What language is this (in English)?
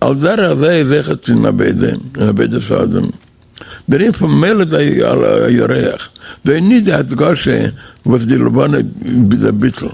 Yiddish